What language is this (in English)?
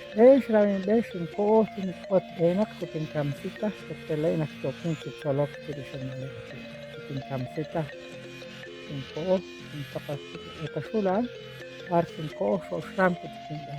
Kekchí